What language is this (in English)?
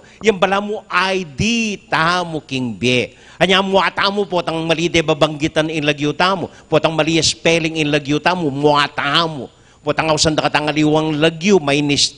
Pampanga